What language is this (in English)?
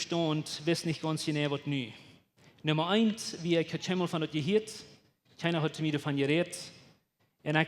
Plautdietsch